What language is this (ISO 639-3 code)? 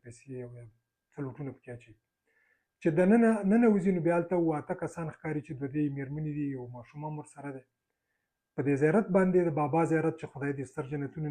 pus